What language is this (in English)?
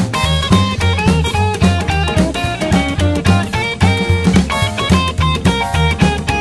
Filipino